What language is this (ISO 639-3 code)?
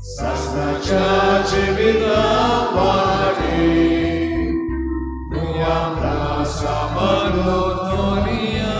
kok